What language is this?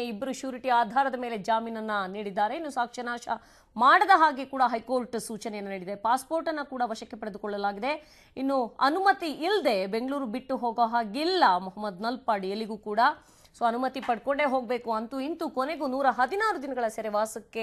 Kannada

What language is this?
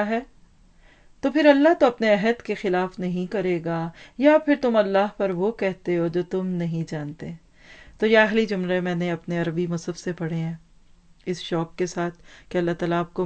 Urdu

